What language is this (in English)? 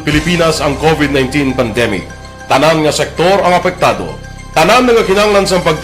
Hiligaynon